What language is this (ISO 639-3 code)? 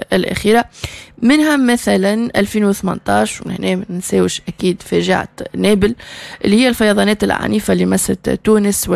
aeb